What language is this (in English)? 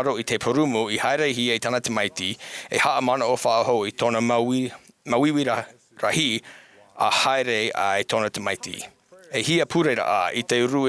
Tahitian